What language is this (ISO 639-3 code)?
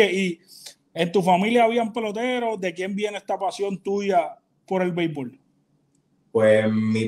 spa